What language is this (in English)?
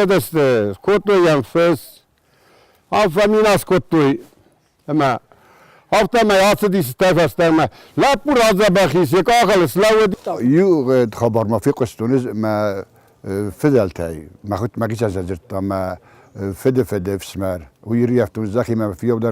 Ossetic